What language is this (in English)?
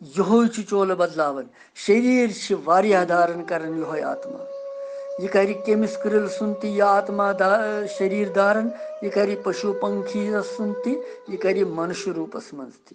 Kashmiri